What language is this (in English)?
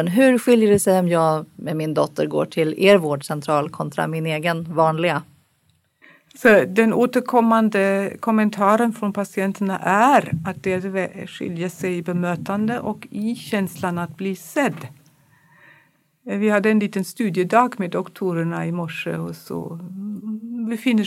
Swedish